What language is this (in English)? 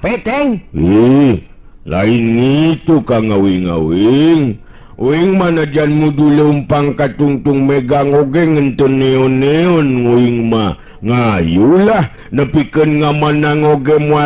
Sundanese